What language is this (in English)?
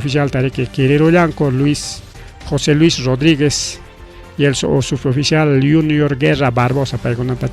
Ayacucho Quechua